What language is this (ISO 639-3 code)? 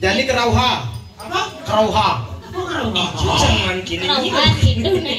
ban